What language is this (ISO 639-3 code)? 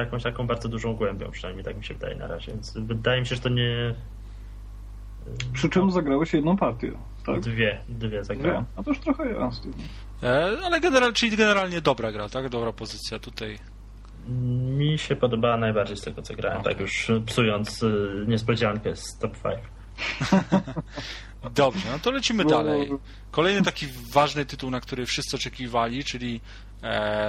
pol